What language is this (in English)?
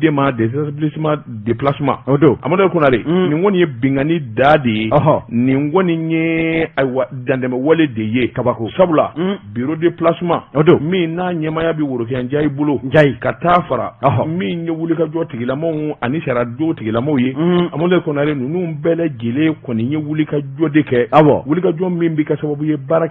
Bambara